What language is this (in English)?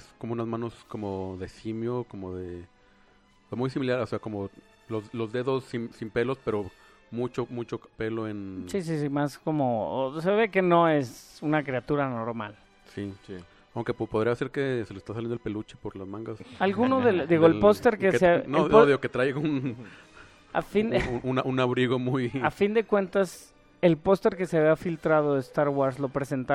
Spanish